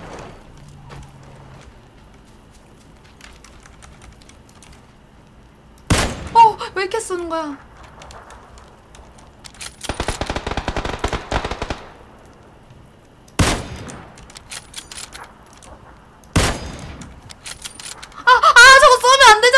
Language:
Korean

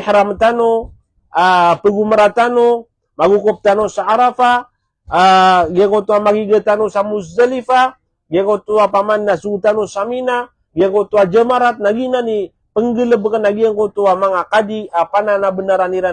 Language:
Maranao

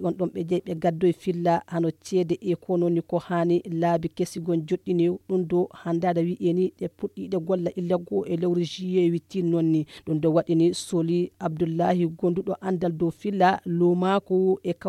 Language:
Nigerian Fulfulde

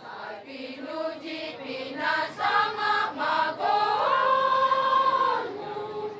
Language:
Batak Toba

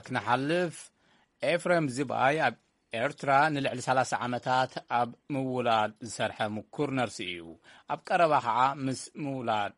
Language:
Tigrinya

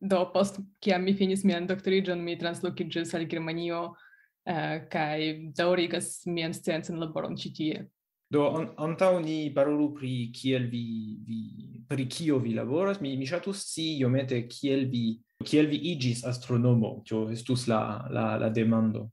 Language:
Esperanto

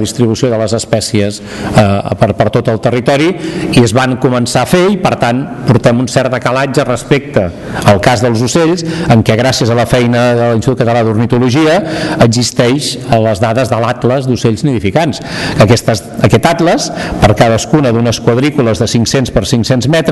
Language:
Catalan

